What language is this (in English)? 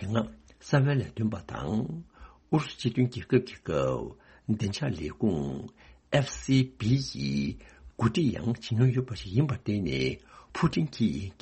Tibetan